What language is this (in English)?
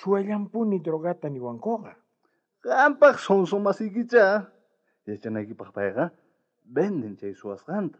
South Bolivian Quechua